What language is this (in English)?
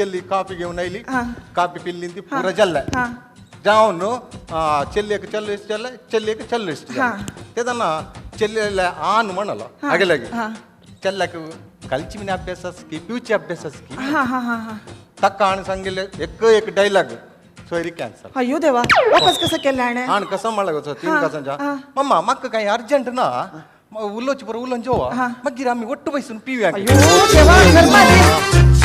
Konkani